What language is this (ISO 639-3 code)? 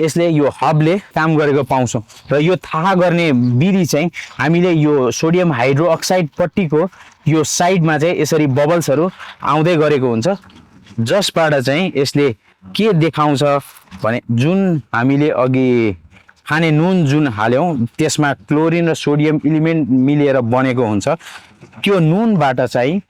nep